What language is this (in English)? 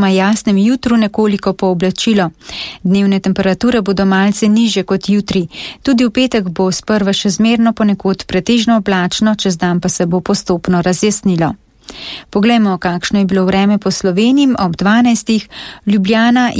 Slovenian